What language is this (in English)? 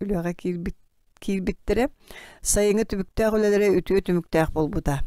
Yakut